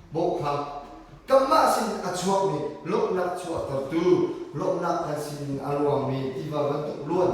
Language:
Hakha Chin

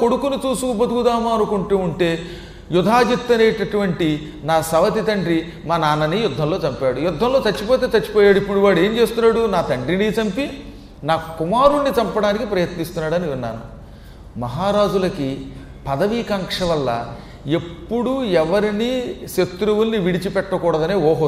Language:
Telugu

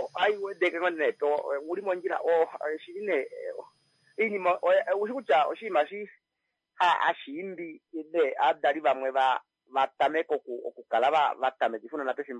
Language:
Kuanyama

